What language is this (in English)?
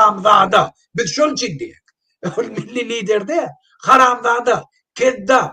Turkmen